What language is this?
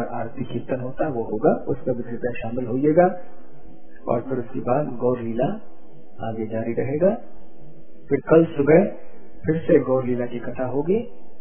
Hindi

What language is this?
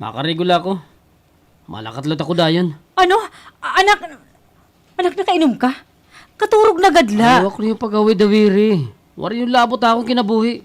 Waray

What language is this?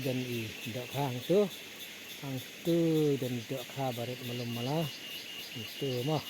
Khasi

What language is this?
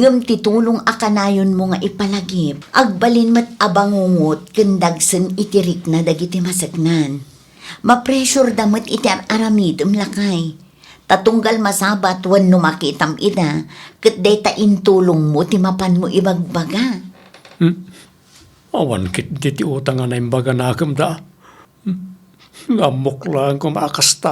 Iloko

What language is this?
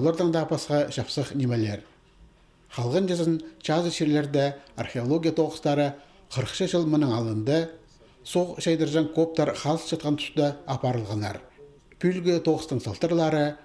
Khakas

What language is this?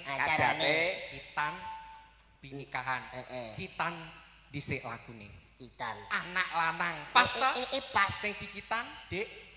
Javanese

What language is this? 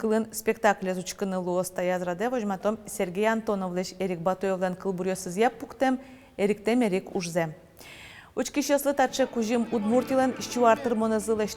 Udmurt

